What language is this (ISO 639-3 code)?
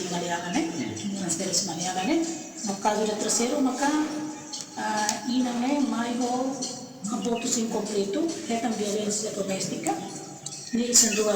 tet